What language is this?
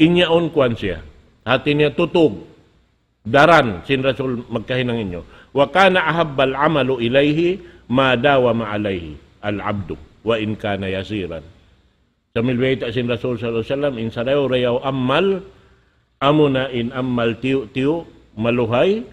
Tausug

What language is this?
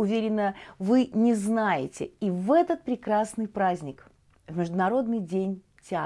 Russian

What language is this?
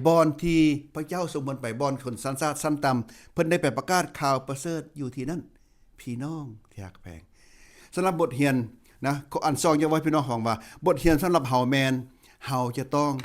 Lao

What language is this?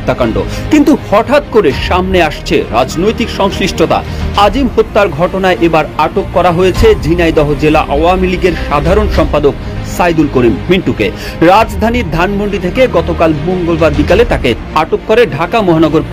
Bangla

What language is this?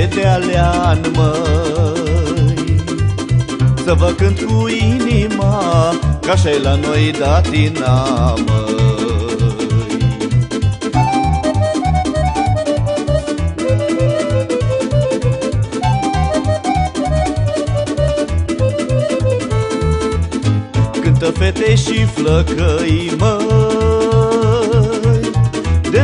Romanian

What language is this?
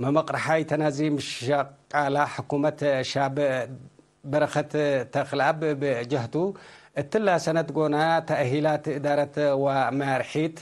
Tigre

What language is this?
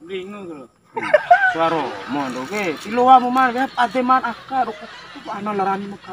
Bima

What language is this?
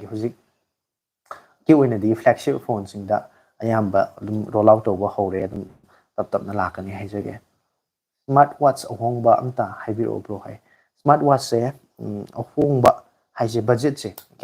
Manipuri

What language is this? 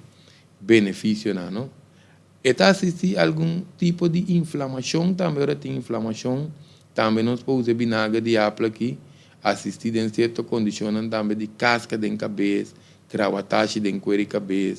Papiamento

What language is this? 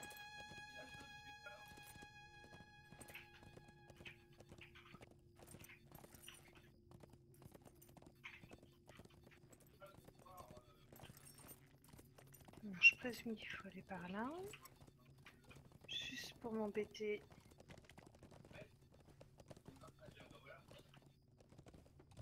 French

